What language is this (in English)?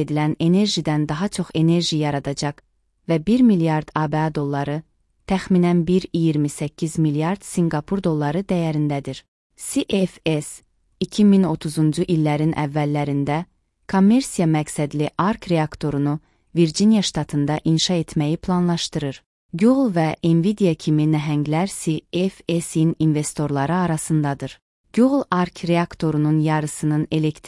Azerbaijani